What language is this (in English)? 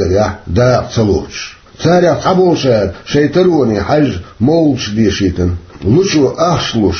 Chechen